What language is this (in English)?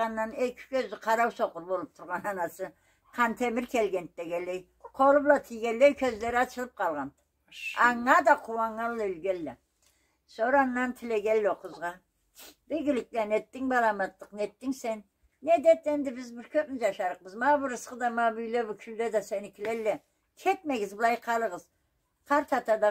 Karachay-Balkar